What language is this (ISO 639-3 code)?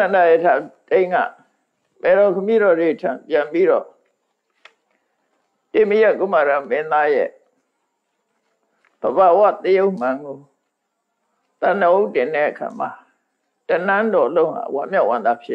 mya